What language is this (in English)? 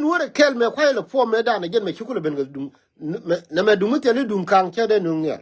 Nuer